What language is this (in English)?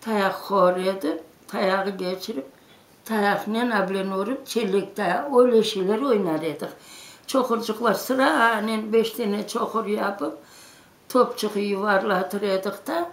Crimean Tatar